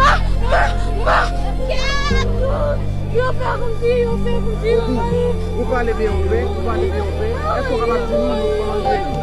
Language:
Haitian Creole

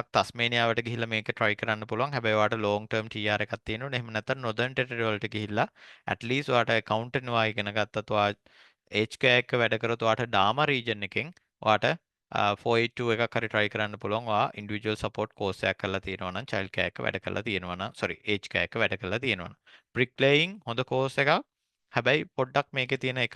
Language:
Sinhala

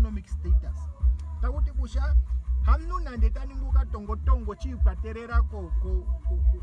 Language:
Ndonga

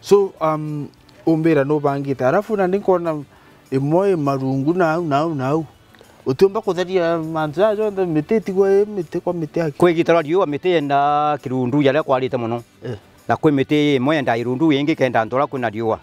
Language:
Meru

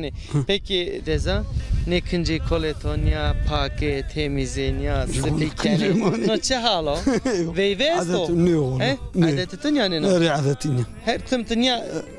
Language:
Zaza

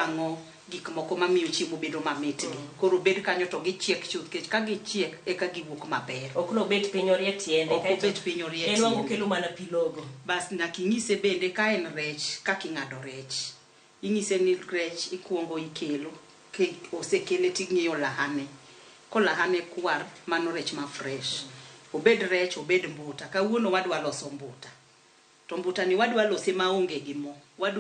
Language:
Luo (Kenya and Tanzania)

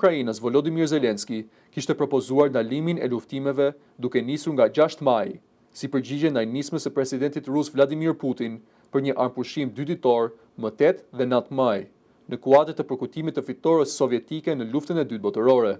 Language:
Albanian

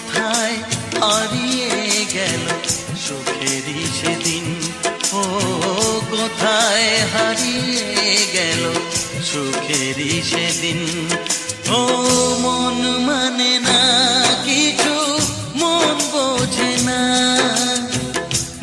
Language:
Bangla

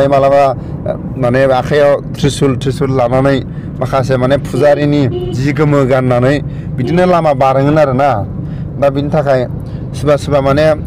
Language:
Bodo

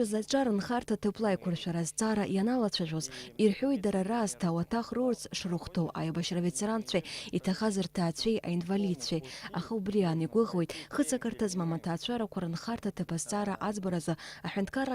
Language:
Abkhazian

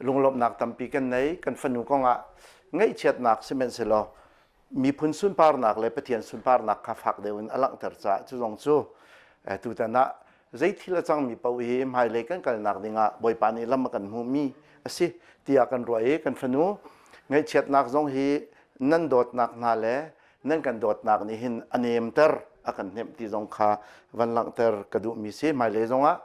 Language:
Hakha Chin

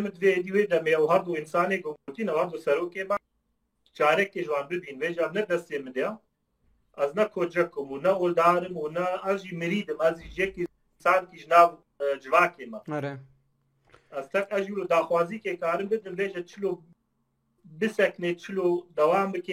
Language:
Kurdish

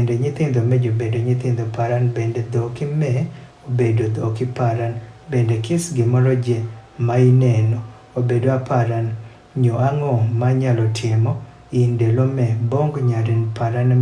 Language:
Adhola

